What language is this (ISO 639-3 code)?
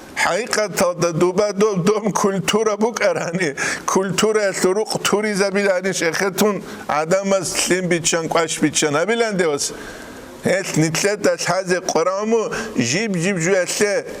ava